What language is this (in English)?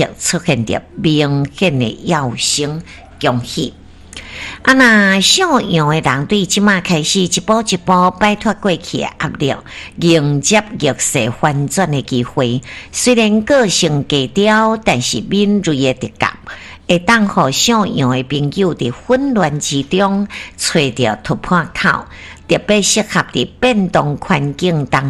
Min Nan Chinese